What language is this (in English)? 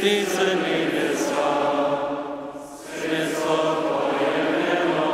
Upper Sorbian